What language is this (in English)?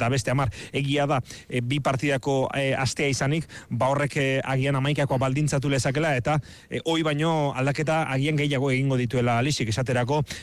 Basque